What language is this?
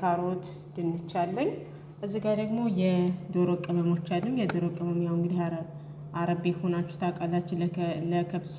Amharic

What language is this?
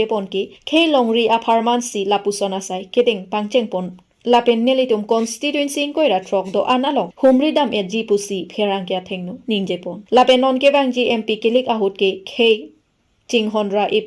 Karbi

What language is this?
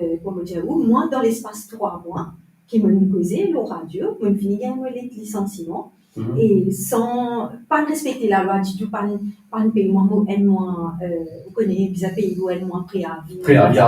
Morisyen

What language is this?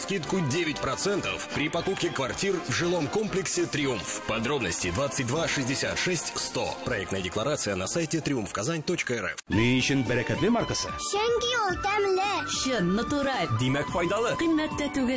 Tatar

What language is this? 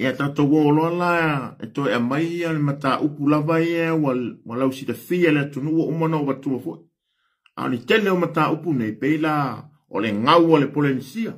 Samoan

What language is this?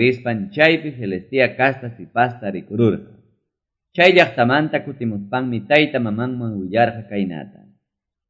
Quechua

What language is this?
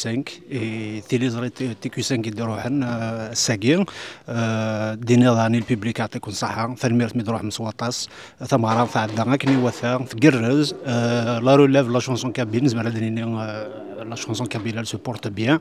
Kabyle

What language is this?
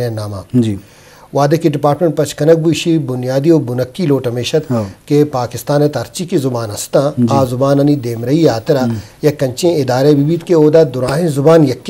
Eastern Balochi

